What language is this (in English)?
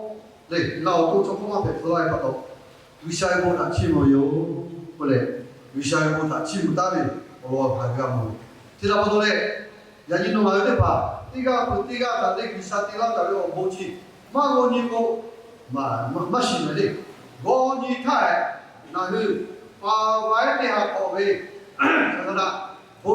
Lahu